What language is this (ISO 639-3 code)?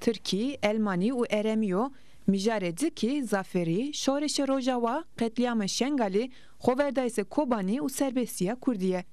zza